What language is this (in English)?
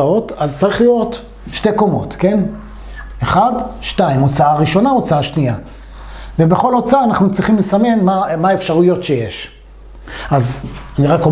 Hebrew